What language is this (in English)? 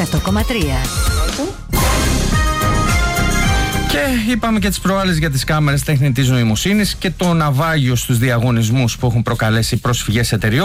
Greek